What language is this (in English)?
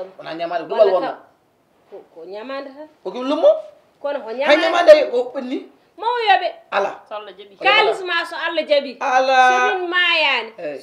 Fula